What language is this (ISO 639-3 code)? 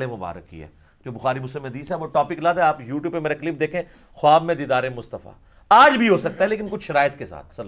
urd